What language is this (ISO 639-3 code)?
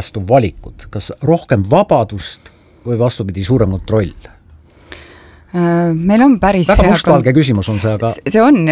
est